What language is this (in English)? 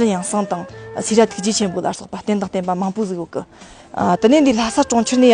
Tibetan